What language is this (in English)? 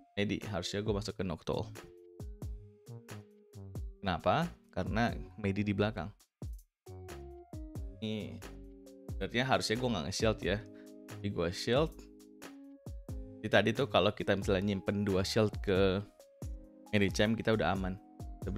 Indonesian